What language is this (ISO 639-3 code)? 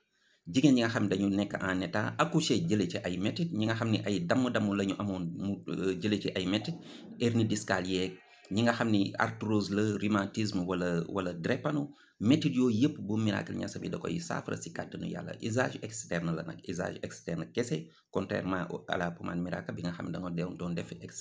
wol